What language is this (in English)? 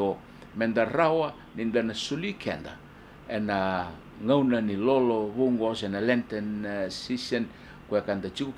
Fijian